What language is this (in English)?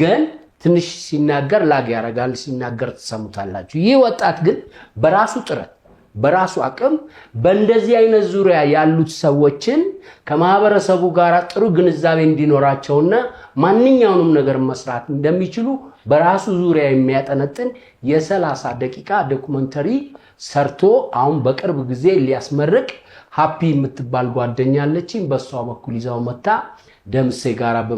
Amharic